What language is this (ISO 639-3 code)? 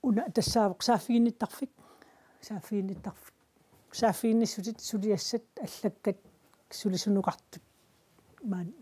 kal